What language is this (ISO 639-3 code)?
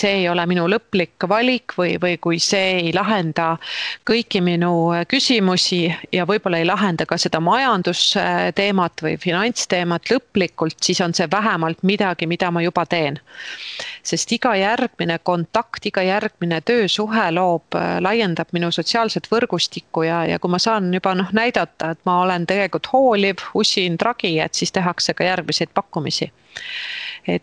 est